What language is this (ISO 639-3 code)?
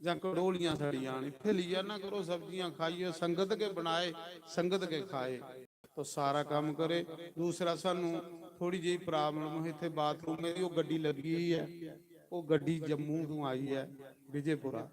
doi